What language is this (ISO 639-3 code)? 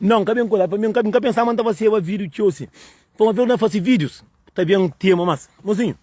kea